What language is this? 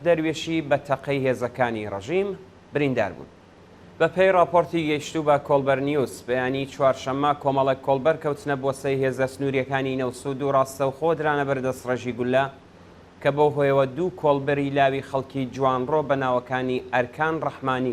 Central Kurdish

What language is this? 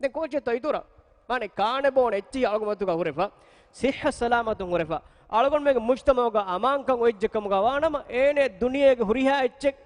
Divehi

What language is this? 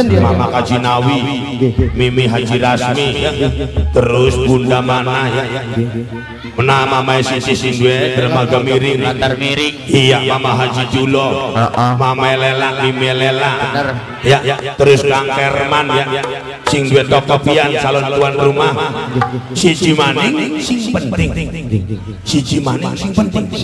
Javanese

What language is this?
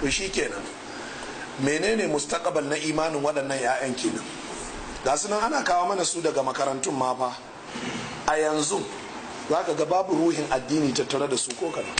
Hausa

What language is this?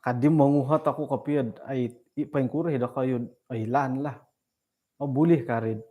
Central Dusun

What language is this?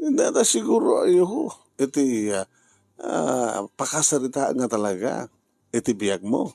Iloko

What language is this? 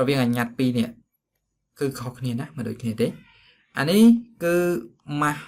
Khmer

